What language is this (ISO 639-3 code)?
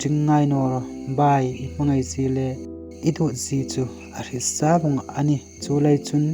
hmr